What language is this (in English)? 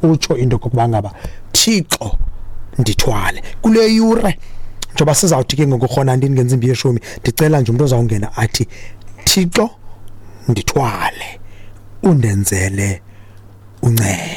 Xhosa